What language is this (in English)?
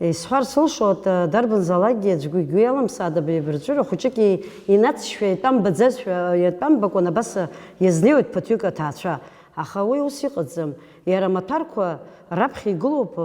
Abkhazian